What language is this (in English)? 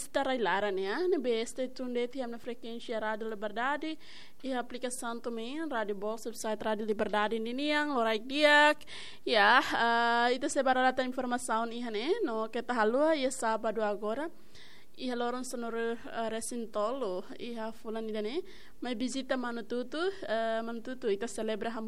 Tetum